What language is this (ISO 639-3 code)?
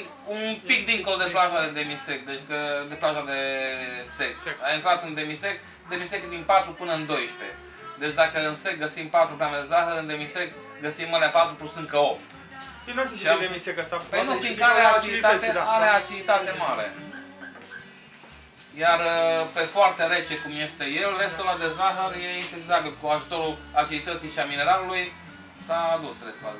ron